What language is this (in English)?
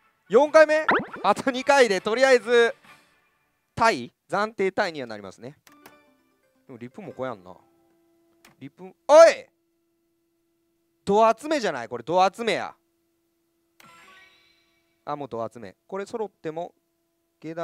Japanese